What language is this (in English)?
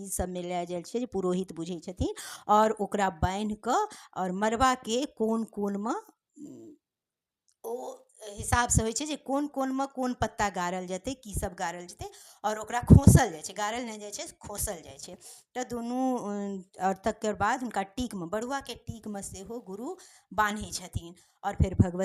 Maithili